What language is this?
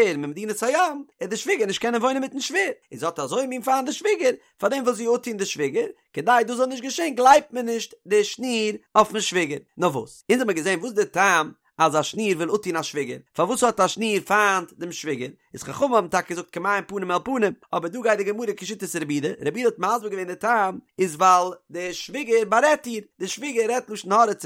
Yiddish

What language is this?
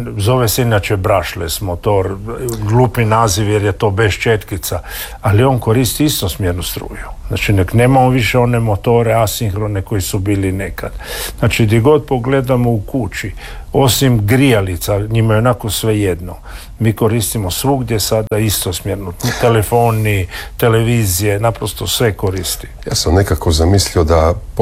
Croatian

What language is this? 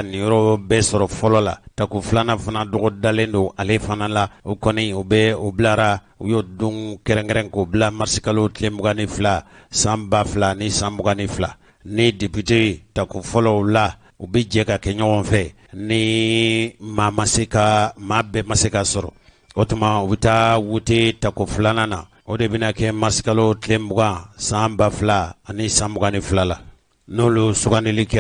Bambara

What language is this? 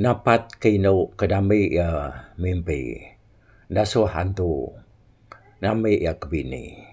Iban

